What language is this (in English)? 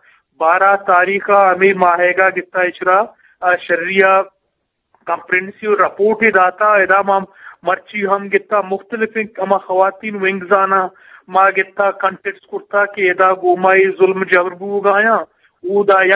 Eastern Balochi